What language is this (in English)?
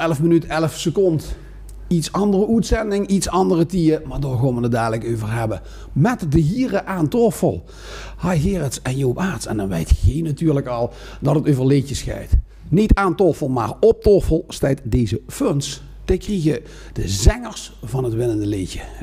Limburgish